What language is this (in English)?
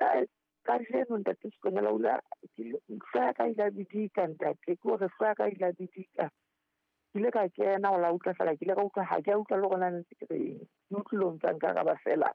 Southern Sotho